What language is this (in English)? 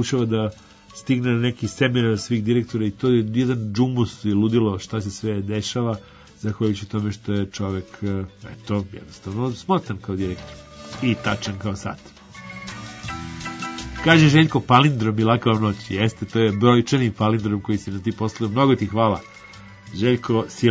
Serbian